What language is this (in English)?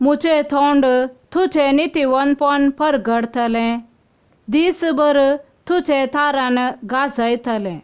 Konkani